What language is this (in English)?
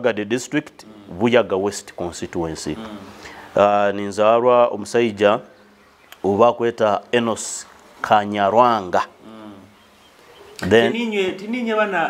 Nyoro